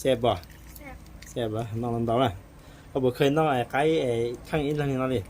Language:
Hmong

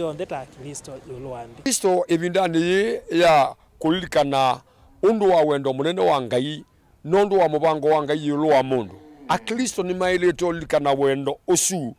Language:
Kamba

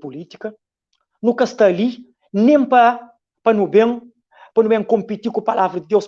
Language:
Kabuverdianu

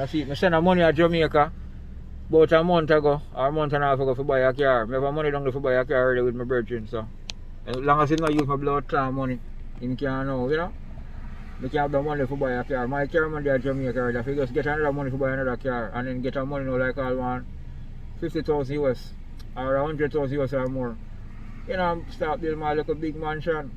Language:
Jamaican Creole English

